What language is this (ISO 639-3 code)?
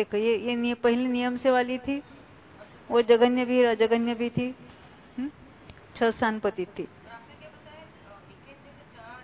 hin